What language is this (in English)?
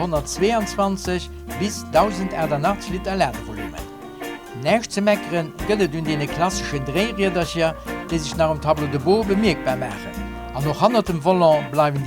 Luxembourgish